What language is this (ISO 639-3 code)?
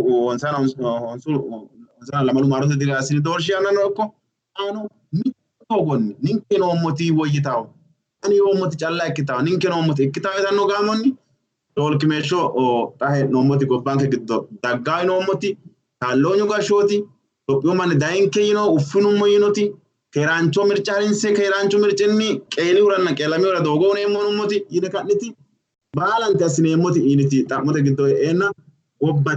sid